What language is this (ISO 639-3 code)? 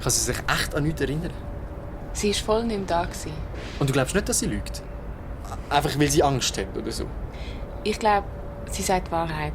gsw